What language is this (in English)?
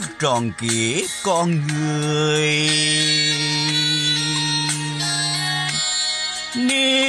Vietnamese